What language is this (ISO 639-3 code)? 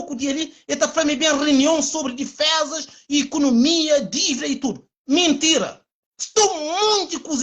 kea